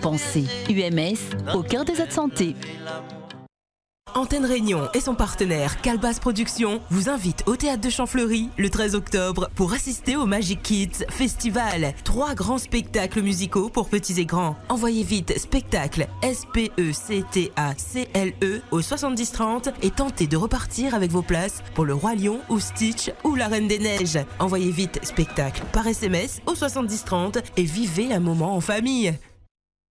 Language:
French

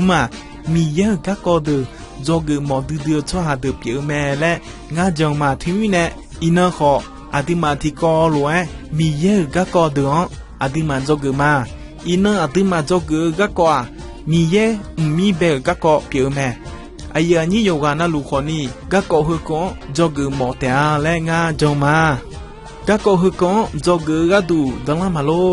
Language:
Akha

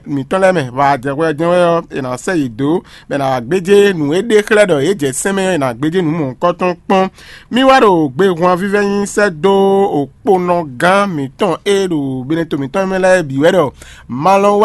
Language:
Fon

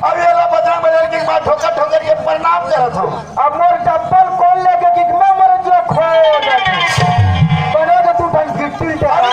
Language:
Chhattisgarhi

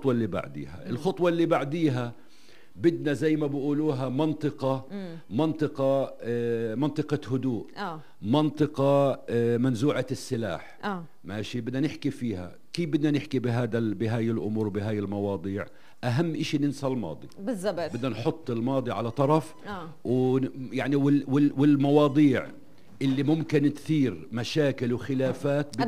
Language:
North Levantine Arabic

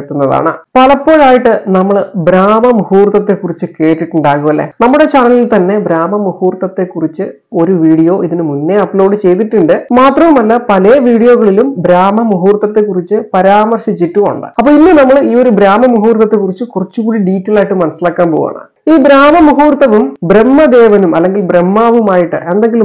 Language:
Malayalam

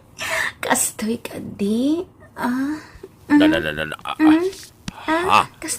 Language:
Iloko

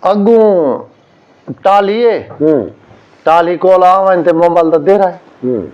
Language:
Saraiki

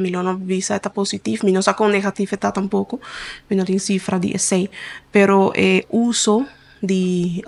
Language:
Papiamento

